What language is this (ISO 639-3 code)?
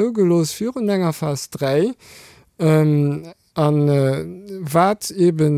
ltz